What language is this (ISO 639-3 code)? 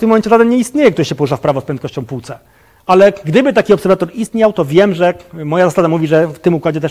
pol